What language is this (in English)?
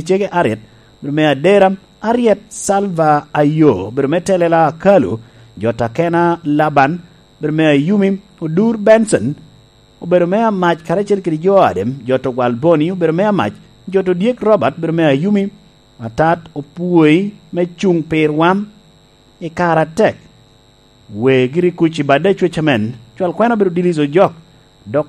Lango (Uganda)